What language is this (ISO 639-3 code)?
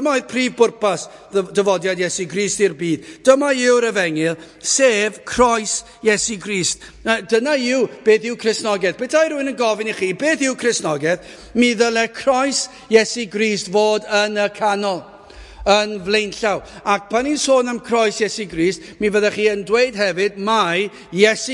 cym